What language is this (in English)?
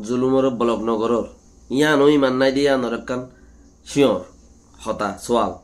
Rohingya